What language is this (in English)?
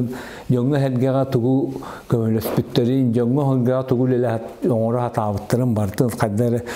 Yakut